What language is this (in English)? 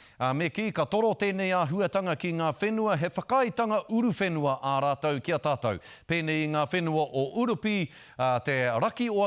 Māori